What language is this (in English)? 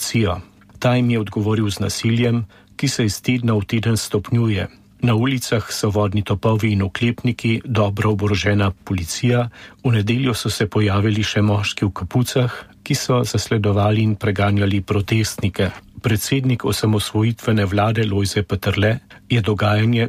Slovenian